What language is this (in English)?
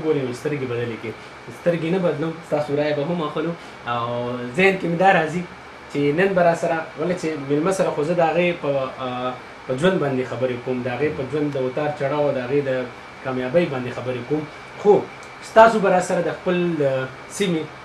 Pashto